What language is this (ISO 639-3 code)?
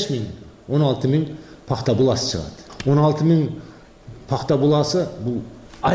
kir